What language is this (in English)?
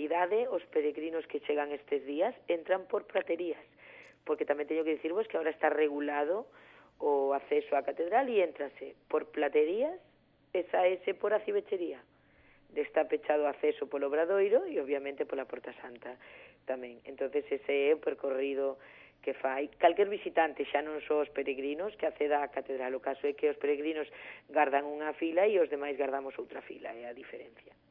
Galician